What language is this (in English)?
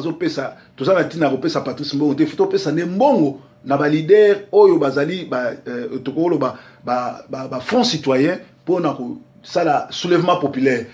Lingala